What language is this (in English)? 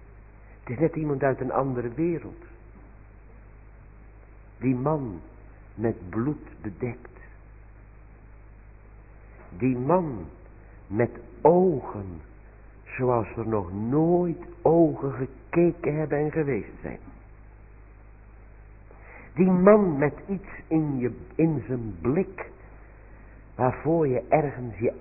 Dutch